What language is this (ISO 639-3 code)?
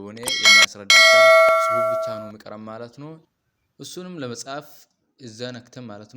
amh